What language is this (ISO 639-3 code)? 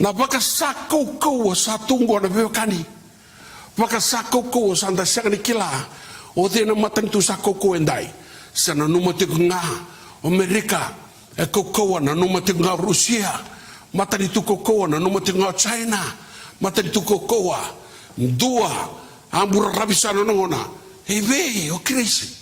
fij